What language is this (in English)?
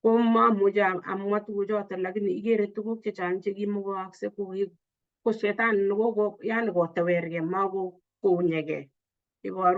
Kalenjin